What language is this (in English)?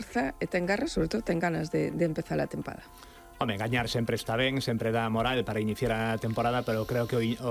Galician